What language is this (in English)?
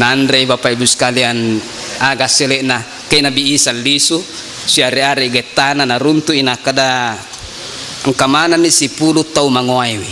Buginese